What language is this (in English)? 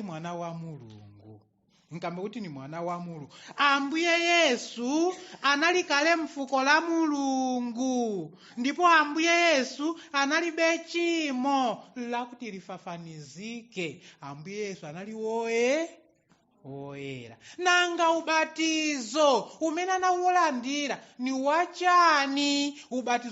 Nyanja